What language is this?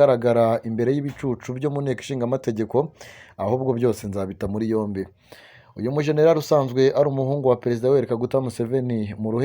Kinyarwanda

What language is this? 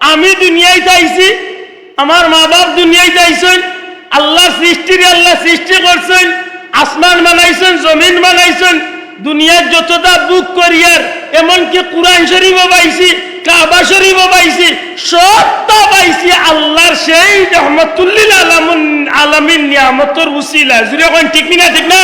Sylheti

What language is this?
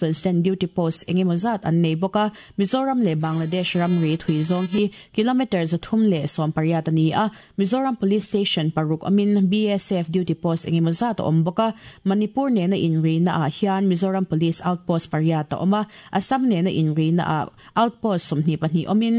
Mizo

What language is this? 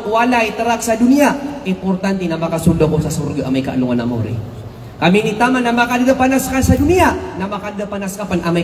Maranao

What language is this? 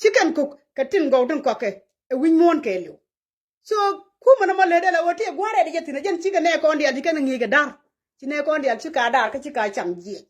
Nuer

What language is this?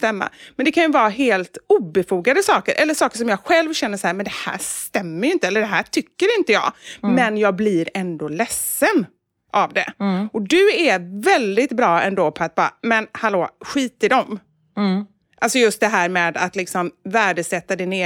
Swedish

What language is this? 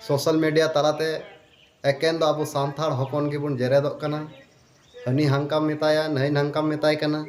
Santali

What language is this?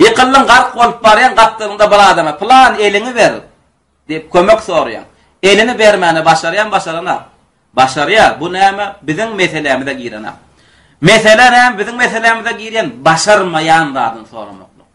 Turkmen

